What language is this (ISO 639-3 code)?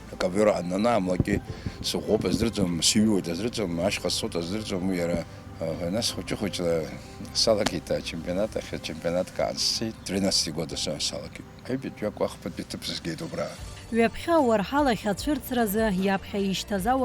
abk